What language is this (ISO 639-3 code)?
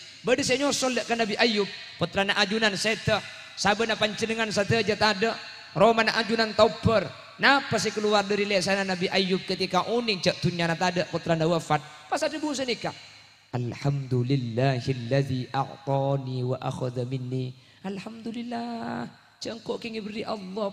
mad